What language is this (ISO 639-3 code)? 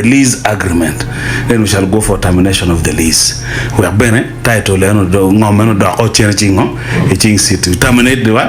ach